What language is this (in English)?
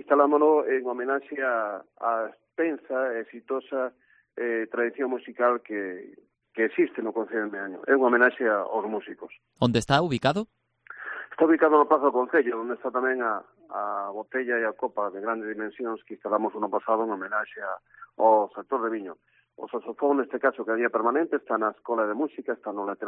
Galician